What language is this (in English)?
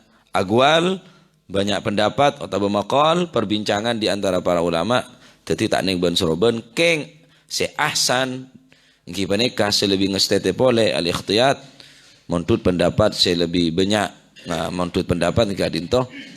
Madurese